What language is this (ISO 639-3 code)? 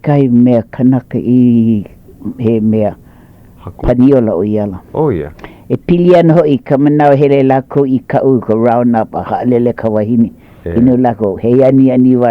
haw